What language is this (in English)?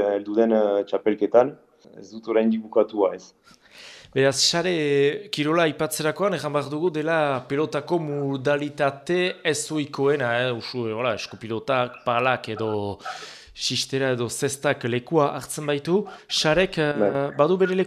Basque